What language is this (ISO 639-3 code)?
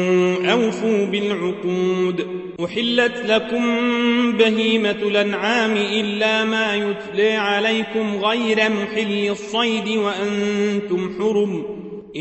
ara